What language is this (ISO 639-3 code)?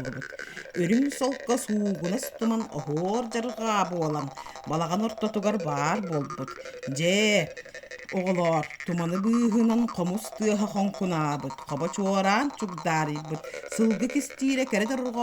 sah